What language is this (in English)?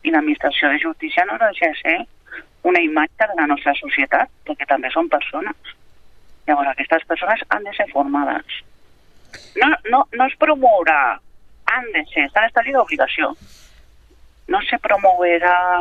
Catalan